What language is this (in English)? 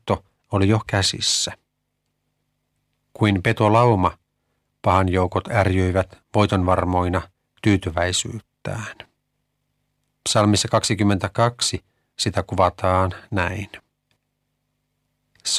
Finnish